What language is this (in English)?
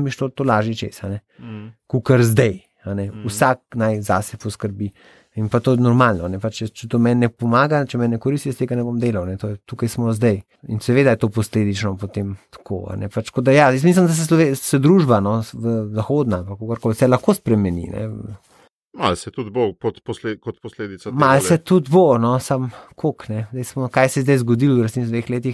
Slovenian